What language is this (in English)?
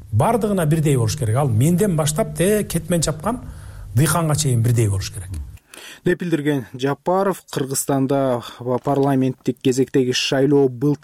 Kyrgyz